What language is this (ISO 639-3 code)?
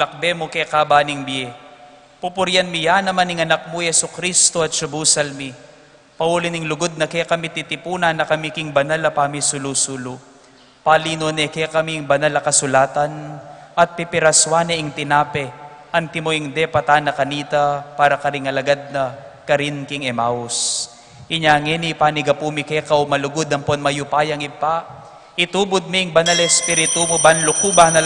pam